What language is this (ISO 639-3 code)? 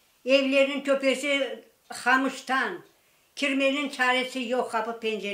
crh